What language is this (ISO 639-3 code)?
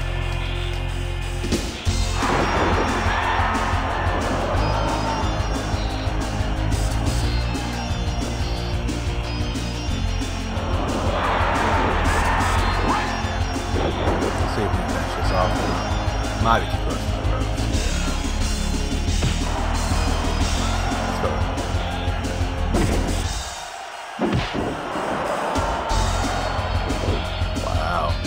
eng